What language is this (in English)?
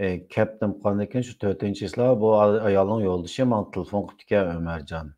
Uyghur